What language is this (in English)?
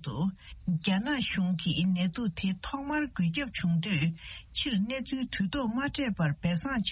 Tibetan